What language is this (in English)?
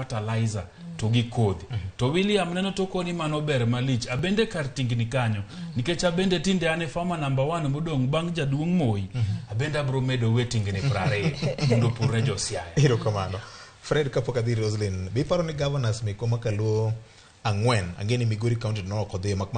Luo (Kenya and Tanzania)